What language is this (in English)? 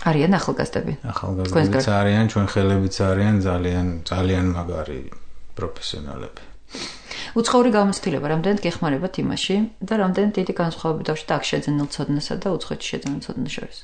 Georgian